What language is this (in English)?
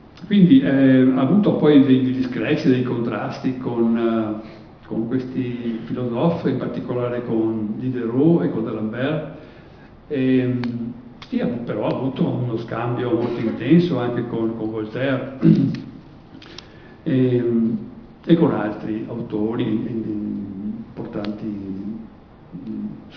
Italian